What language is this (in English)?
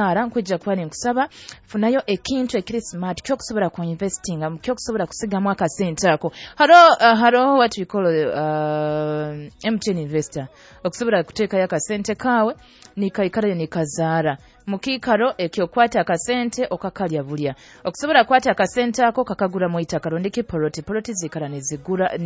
Nyoro